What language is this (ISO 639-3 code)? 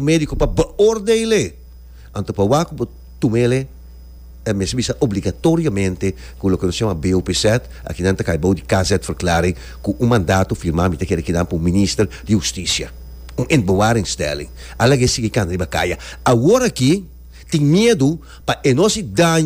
pap